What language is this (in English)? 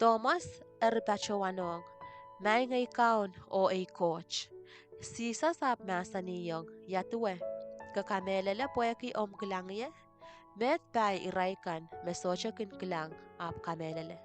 Pohnpeian